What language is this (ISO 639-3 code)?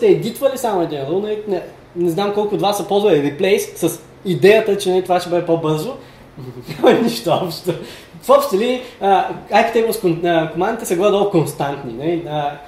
bul